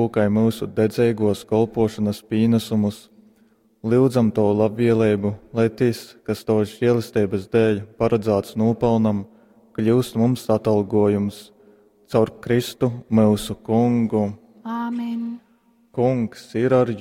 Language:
Latgalian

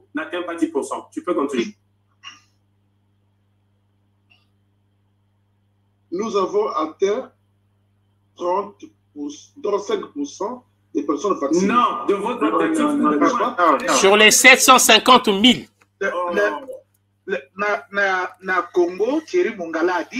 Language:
French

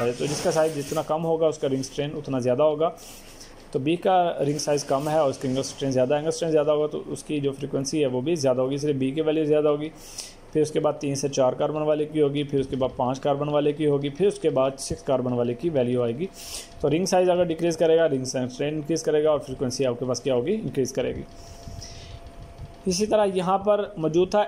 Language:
Hindi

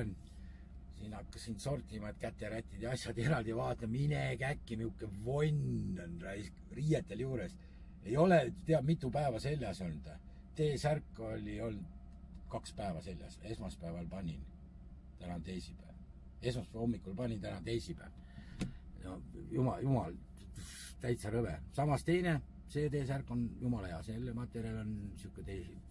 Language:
Estonian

